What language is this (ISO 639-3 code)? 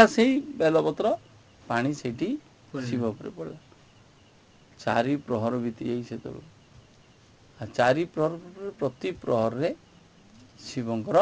ori